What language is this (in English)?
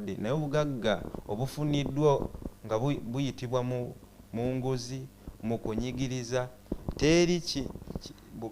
Ganda